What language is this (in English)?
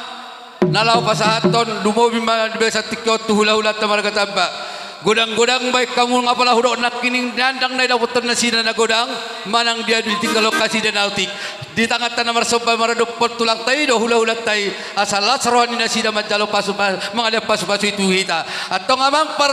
Batak Toba